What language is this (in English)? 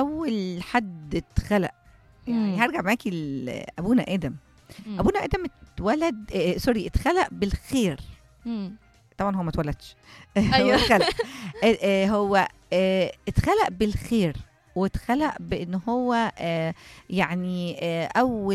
Egyptian Arabic